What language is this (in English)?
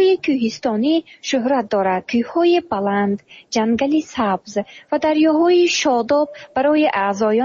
Tajik